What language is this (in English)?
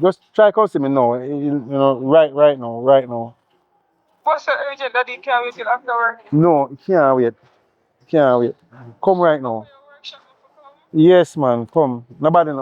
Jamaican Creole English